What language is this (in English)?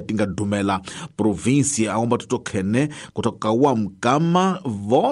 Tsonga